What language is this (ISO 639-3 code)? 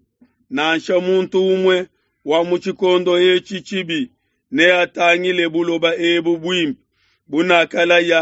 lua